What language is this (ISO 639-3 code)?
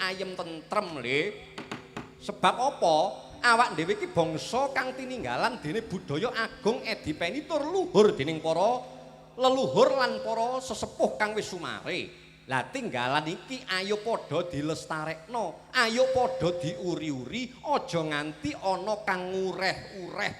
jav